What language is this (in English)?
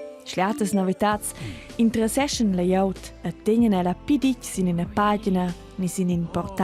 Romansh